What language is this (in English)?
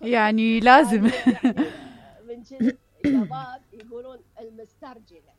Mesopotamian Arabic